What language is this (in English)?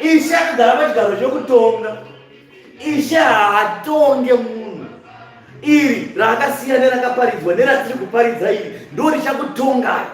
Shona